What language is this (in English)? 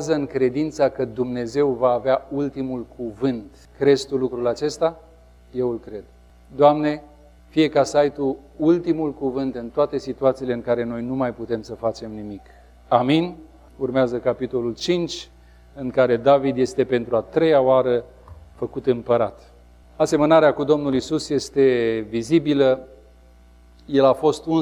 Romanian